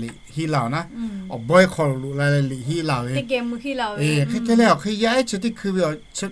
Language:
Lahu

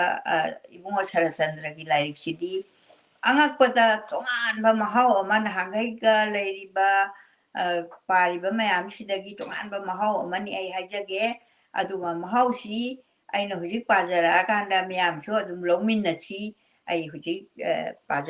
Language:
Manipuri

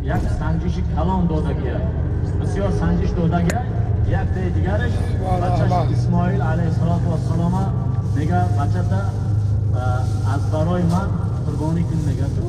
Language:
Tajik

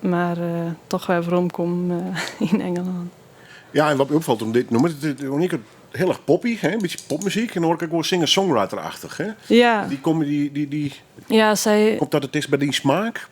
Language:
Western Frisian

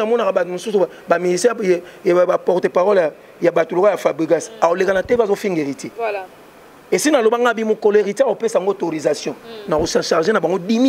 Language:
Lingala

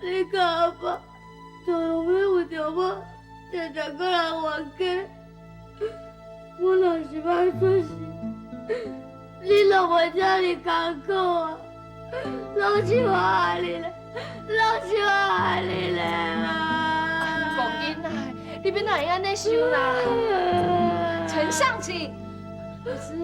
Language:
Min Nan Chinese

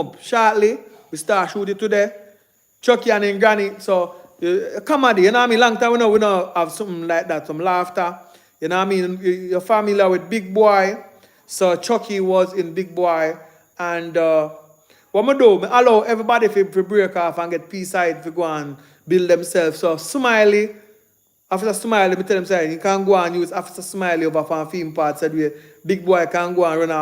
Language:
Jamaican Creole English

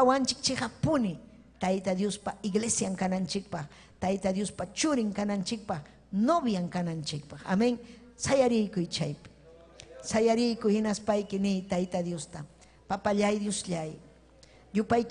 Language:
Ayacucho Quechua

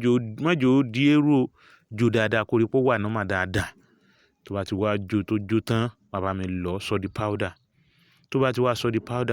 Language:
Yoruba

